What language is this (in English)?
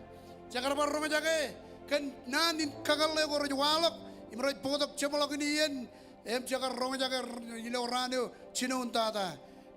Marshallese